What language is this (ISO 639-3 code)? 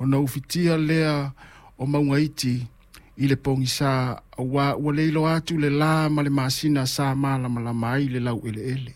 smo